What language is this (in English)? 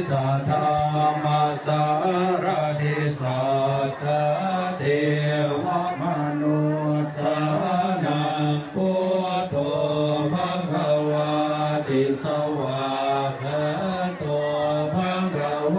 Pali